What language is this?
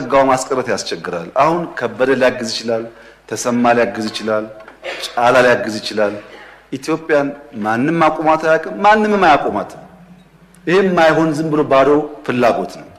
Amharic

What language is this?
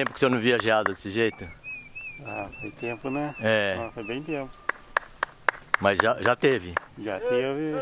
Portuguese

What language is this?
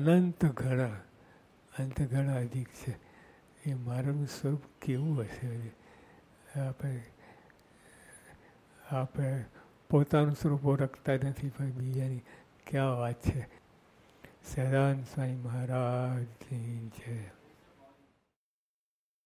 Gujarati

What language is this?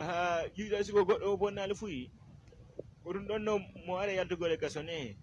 Fula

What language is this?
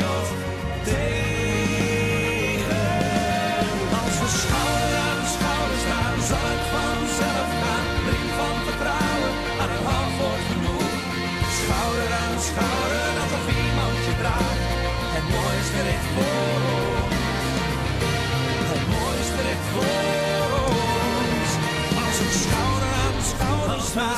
Dutch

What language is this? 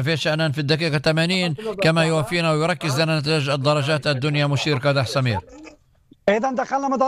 North Levantine Arabic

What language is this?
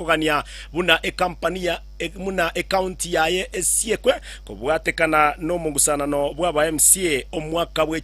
Gusii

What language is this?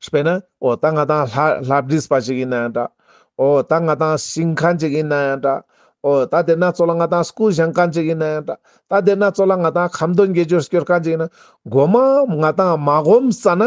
Ladakhi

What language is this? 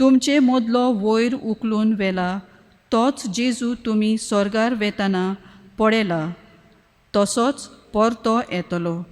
Konkani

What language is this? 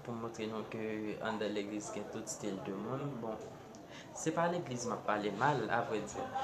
Haitian Creole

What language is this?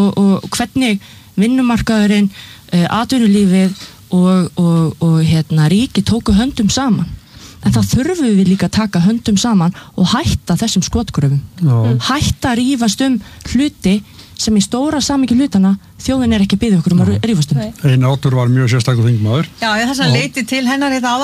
Icelandic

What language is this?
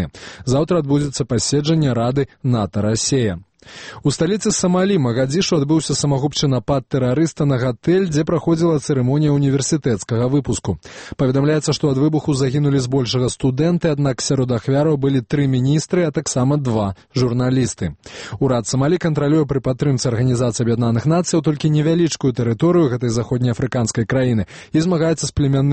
Belarusian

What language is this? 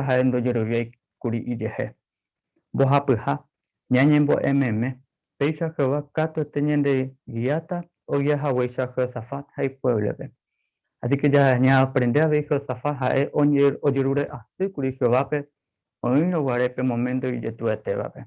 Guarani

